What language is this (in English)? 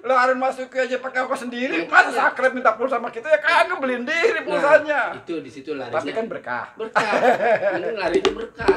Betawi